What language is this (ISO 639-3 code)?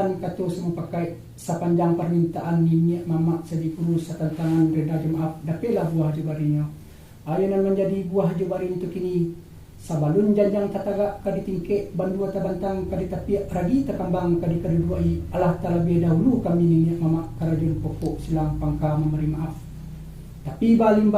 min